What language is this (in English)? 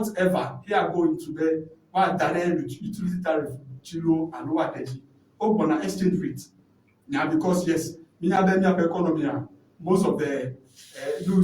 Ewe